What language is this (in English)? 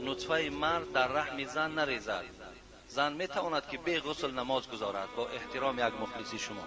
Tajik